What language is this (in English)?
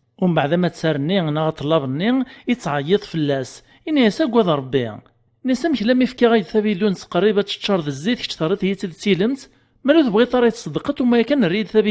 Kabyle